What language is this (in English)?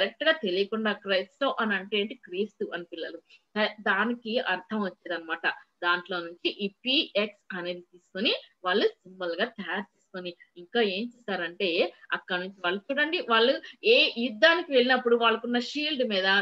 Telugu